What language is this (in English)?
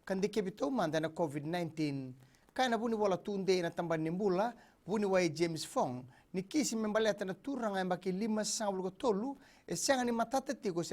Fijian